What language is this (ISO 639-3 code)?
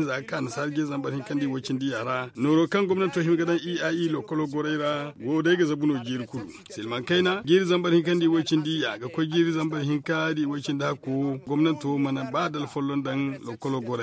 dje